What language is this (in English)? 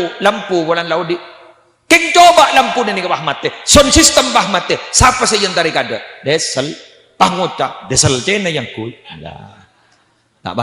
Madurese